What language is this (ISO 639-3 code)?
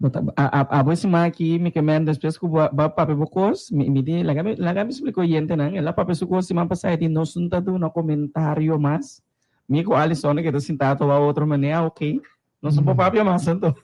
pap